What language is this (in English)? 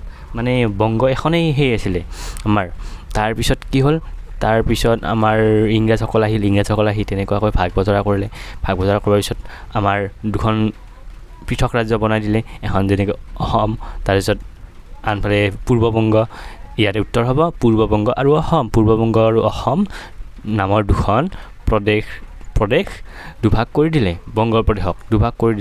Assamese